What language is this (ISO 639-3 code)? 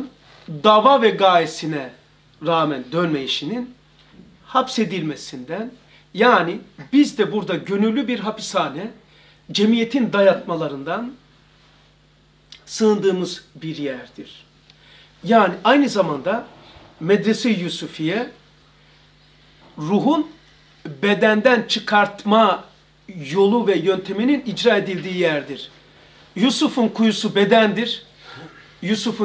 tur